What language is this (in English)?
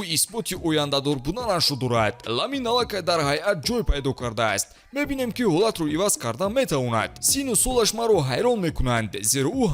Tajik